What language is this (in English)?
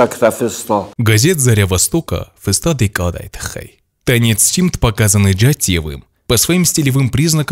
Ossetic